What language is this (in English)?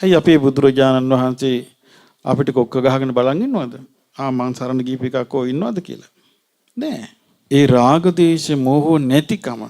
Sinhala